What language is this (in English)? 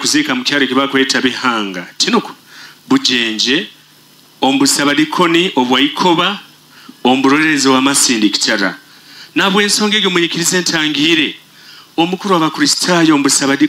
Nyoro